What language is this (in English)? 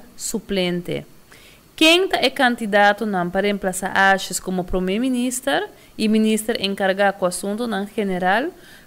Papiamento